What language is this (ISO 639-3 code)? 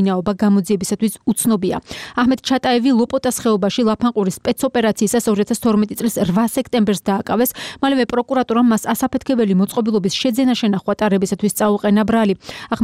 kat